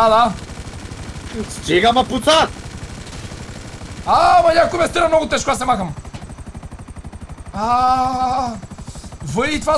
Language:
Bulgarian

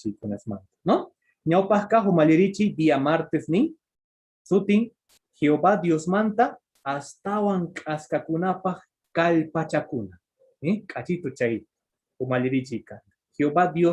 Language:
Quechua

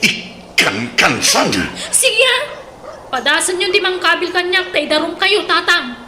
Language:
Iloko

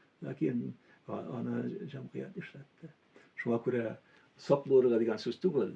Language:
Tatar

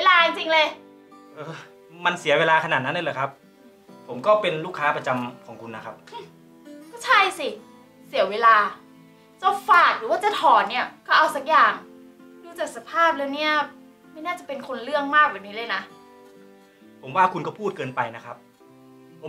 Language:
Thai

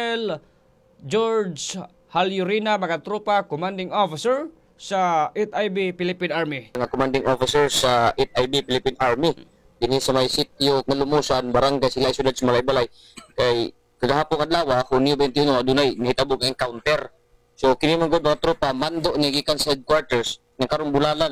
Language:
Cebuano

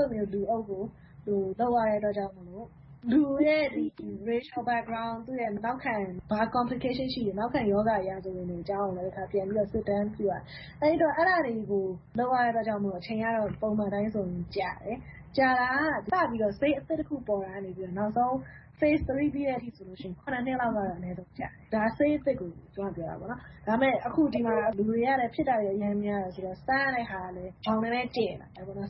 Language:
Burmese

